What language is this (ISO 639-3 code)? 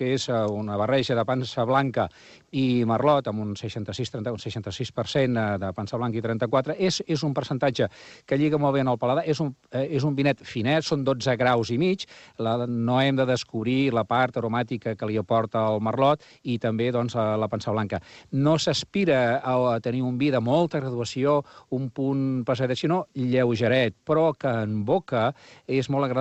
cat